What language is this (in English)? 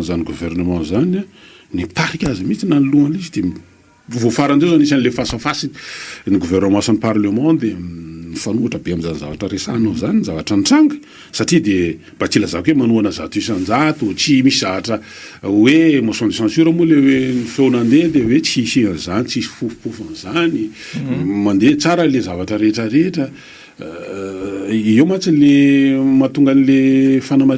Malagasy